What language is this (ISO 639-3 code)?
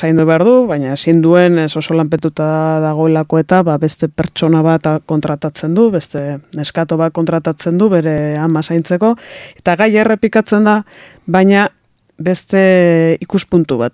eus